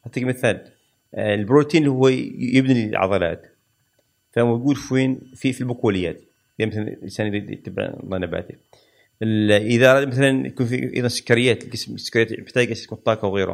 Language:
Gulf Arabic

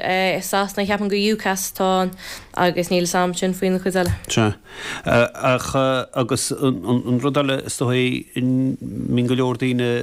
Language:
Irish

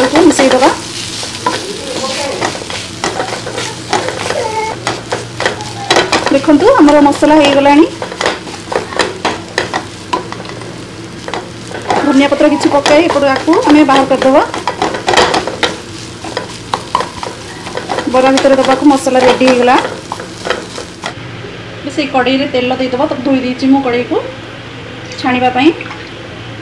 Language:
Odia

